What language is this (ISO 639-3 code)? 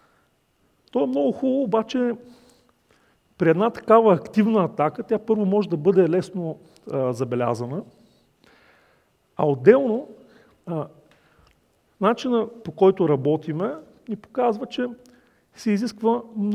bul